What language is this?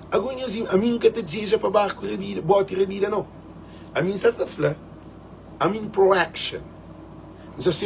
Kabuverdianu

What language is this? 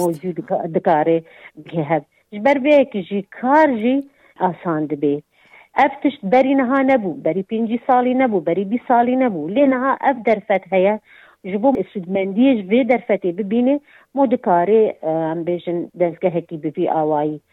Kurdish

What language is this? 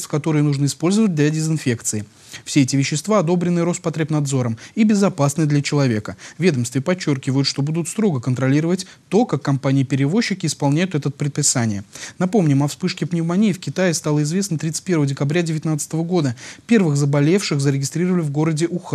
Russian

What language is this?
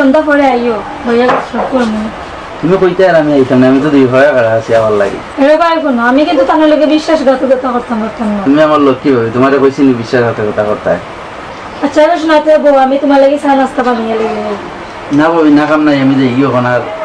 Sylheti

